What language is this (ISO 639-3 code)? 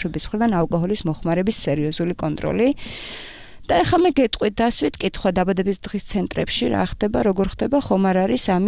kat